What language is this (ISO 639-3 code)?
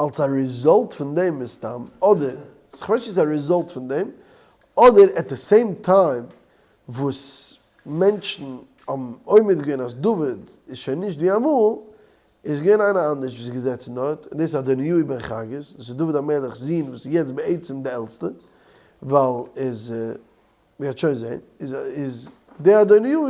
yid